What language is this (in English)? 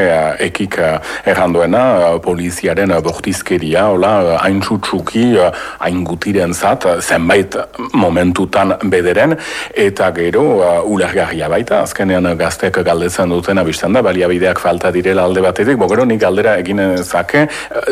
Basque